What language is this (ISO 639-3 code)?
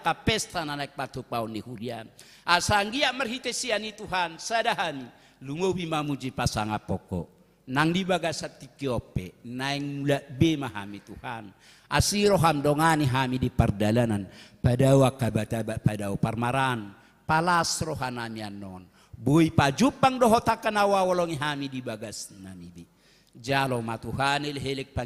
bbc